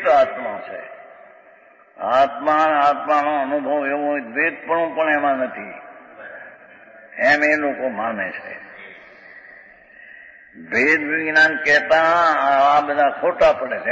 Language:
Gujarati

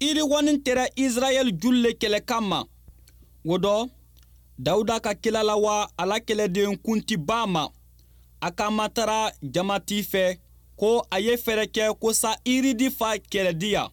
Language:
Bambara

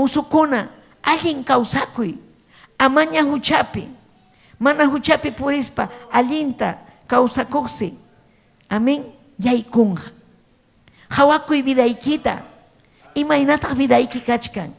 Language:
Ayacucho Quechua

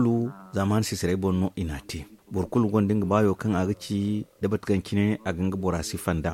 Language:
Zarma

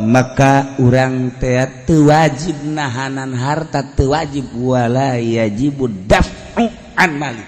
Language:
Sundanese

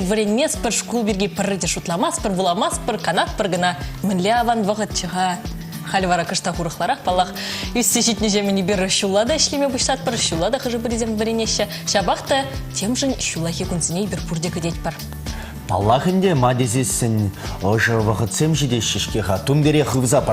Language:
Chuvash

